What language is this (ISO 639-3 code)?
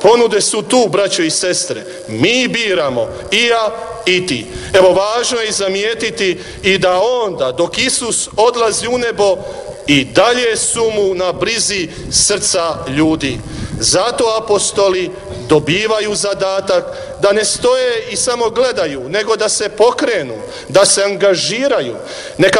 hrv